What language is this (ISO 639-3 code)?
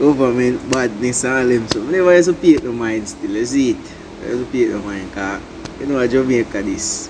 jam